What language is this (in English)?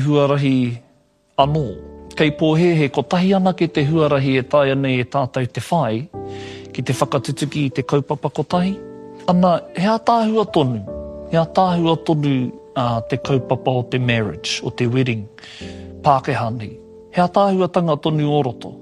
Māori